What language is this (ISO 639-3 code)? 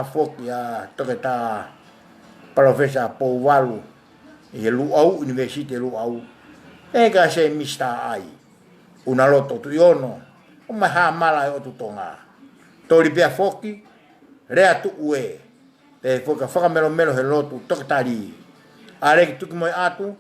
ton